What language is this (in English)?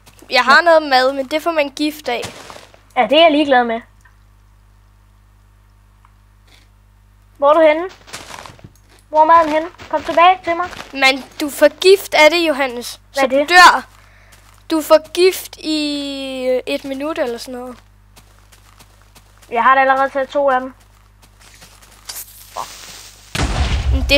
Danish